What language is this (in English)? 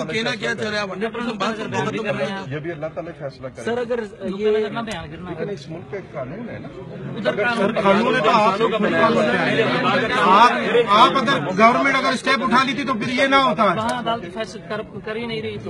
Urdu